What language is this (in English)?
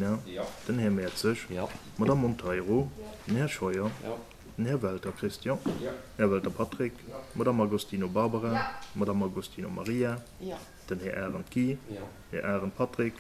Luxembourgish